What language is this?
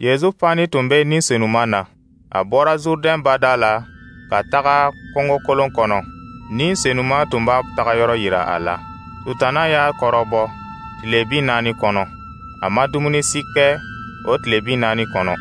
Dyula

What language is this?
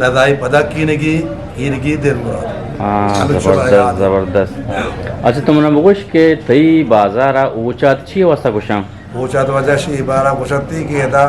Eastern Balochi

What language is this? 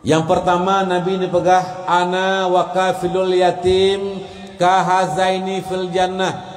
Achinese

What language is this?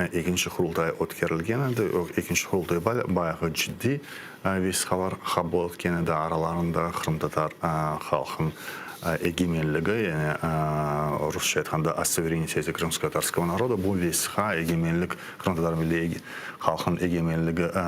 Crimean Tatar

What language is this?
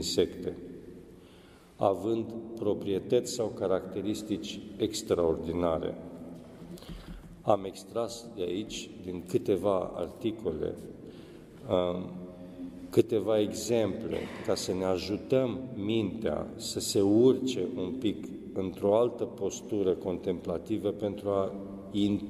Romanian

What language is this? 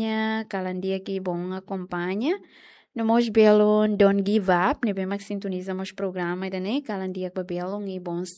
Tetum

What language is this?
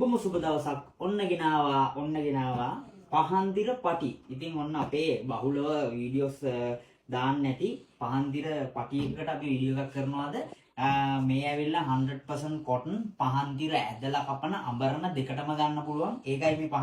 Sinhala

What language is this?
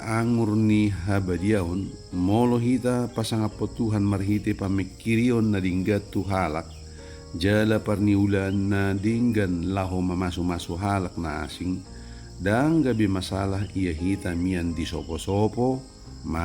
Batak Toba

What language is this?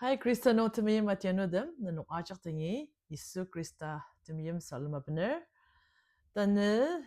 Ao Naga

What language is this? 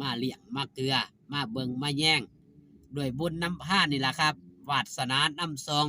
Northeastern Thai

